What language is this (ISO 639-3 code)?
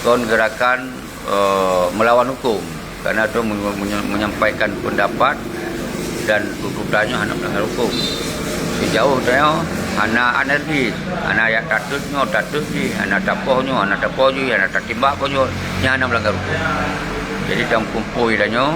ace